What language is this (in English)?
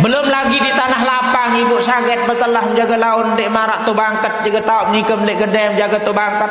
Sasak